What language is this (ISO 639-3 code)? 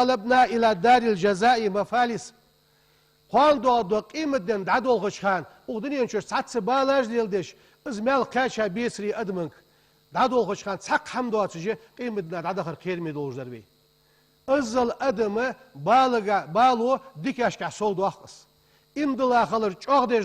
inh